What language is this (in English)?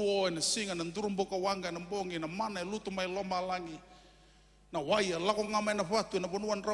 Fijian